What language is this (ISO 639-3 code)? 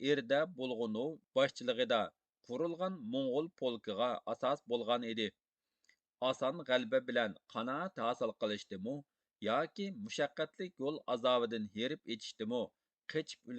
uig